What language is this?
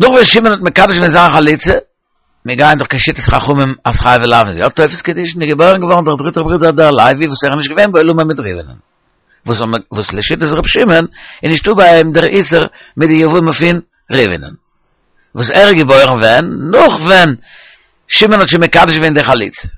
Yiddish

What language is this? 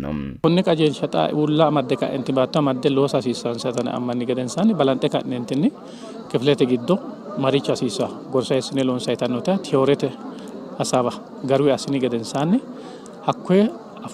Sidamo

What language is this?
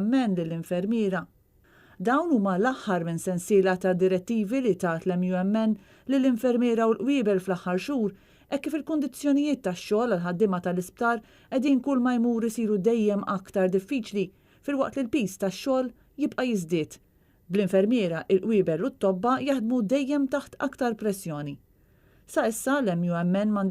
Maltese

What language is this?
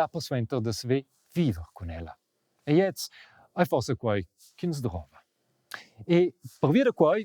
Romansh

